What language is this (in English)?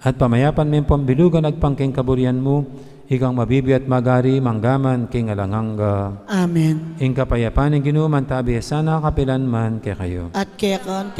Pampanga